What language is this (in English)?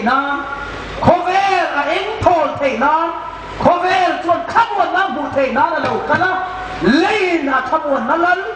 Hmar